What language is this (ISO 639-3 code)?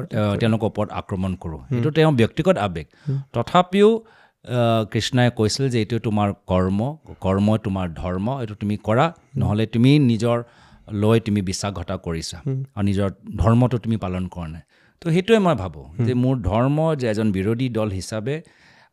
asm